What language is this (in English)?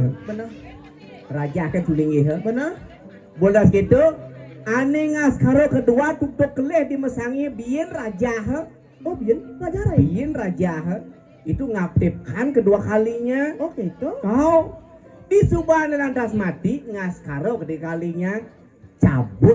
Balinese